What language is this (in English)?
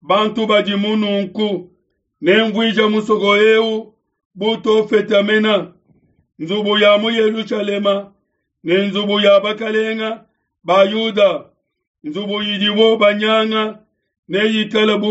Luba-Lulua